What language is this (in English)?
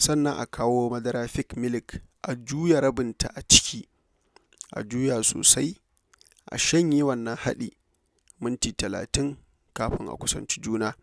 Hausa